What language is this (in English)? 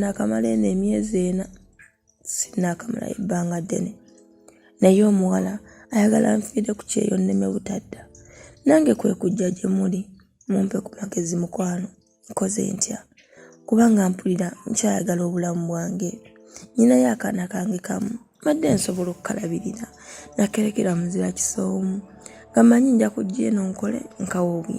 Ganda